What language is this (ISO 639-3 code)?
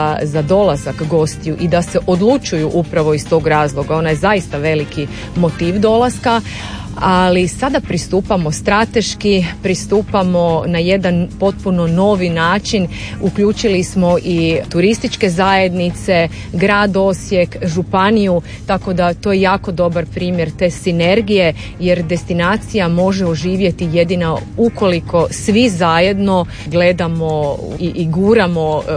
hrv